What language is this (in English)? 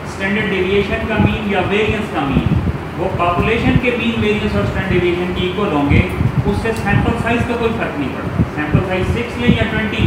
Hindi